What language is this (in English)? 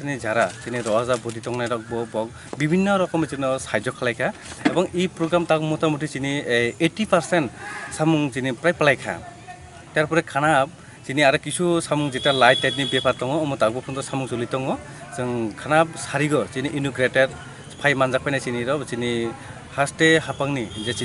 Kok Borok